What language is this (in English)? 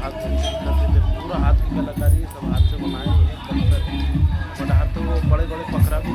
Chhattisgarhi